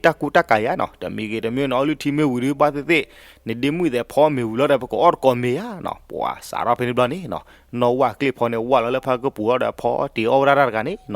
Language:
S'gaw Karen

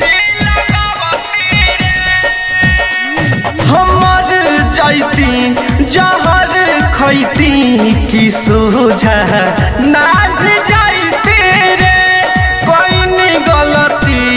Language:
Bhojpuri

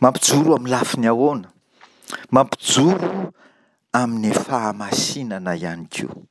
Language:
Malagasy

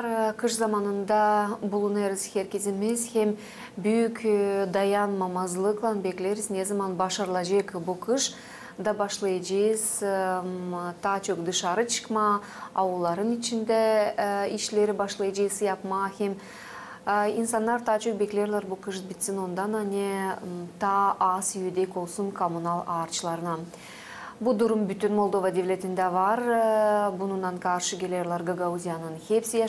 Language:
Gagauz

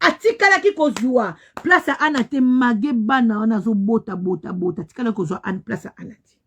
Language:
Lingala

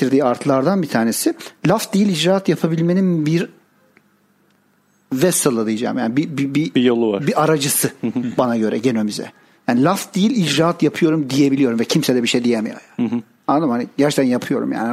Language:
Turkish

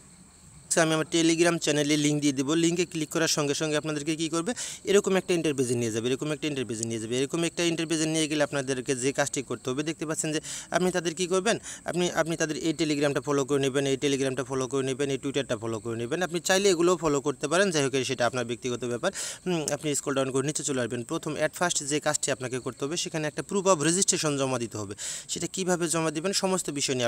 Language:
Bangla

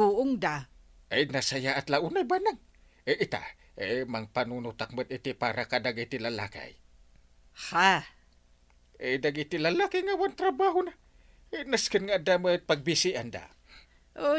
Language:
Iloko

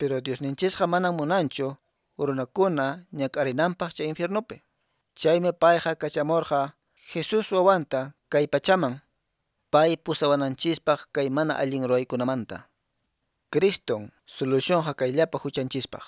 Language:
Quechua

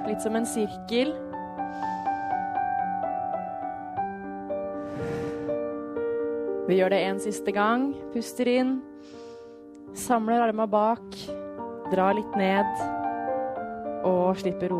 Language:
Norwegian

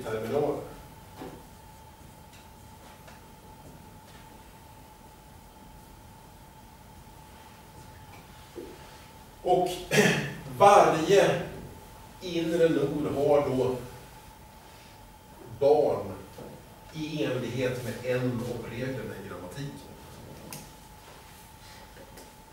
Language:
Swedish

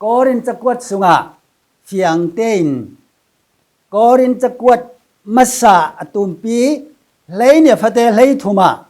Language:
Falam Chin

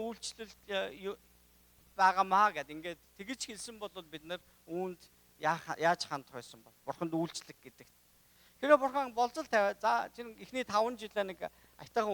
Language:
Mongolian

